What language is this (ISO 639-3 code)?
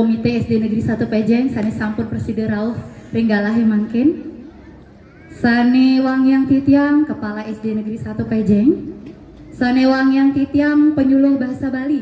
ban